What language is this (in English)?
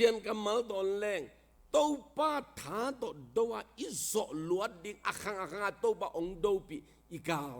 Tedim Chin